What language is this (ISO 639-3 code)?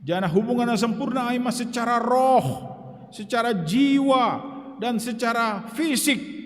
bts